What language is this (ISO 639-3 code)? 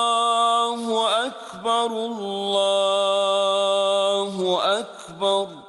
ara